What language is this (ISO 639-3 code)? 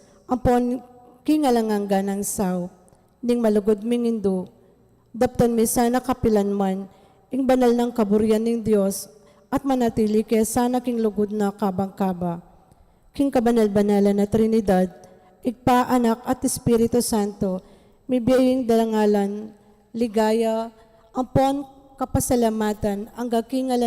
pam